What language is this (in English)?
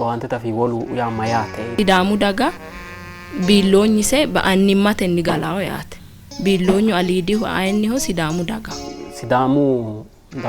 Sidamo